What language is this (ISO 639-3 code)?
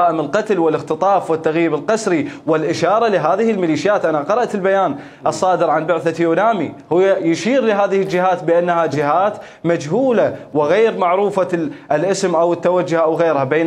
acm